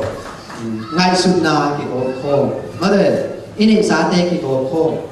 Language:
Tedim Chin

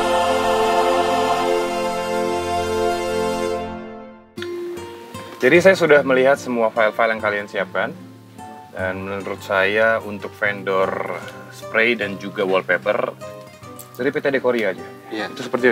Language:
Indonesian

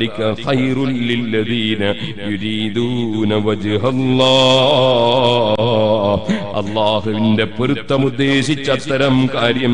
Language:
Malayalam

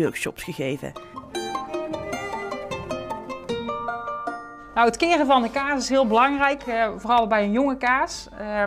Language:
Dutch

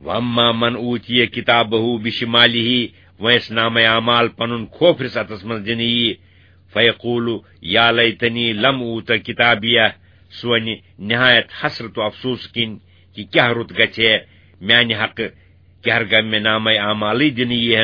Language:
Kashmiri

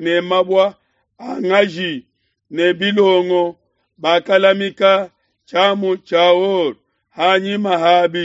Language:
Luba-Lulua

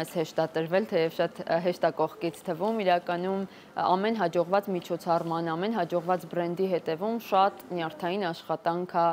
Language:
Armenian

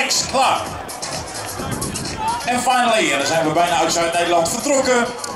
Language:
Dutch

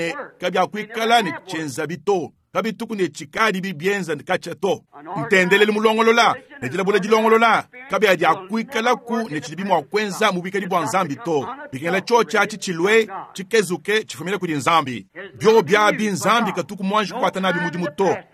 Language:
Luba-Lulua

